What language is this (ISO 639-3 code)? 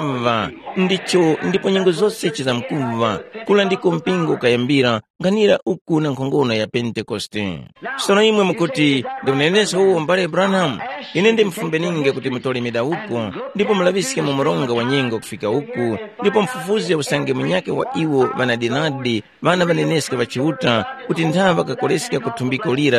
tum